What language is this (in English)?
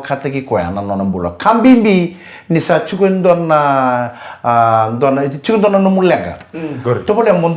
Fijian